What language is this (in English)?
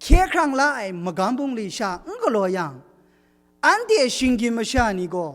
Kachin